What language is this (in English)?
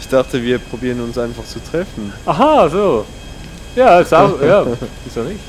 Swiss German